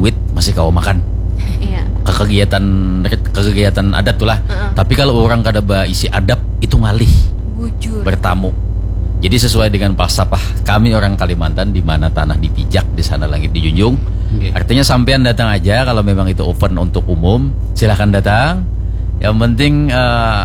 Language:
Banjar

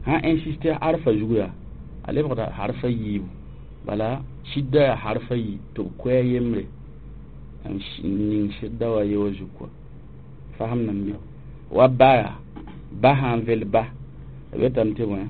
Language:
Mossi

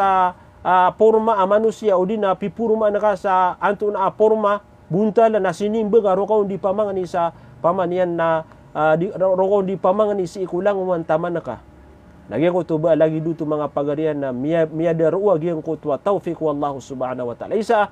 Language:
Maranao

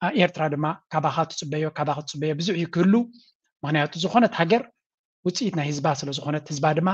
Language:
Tigrinya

